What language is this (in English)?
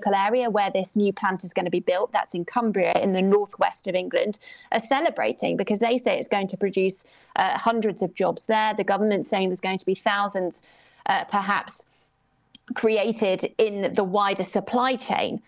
English